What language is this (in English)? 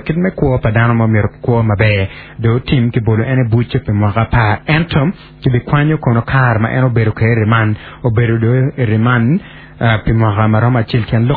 Acoli